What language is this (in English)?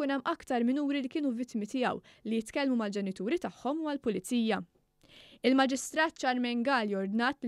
Maltese